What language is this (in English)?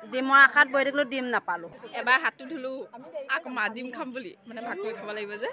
Assamese